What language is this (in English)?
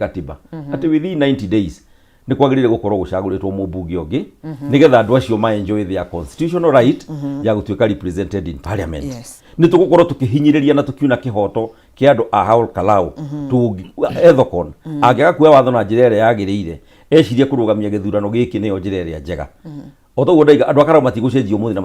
Kikuyu